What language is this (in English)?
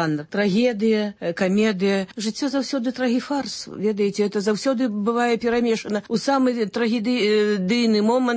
Belarusian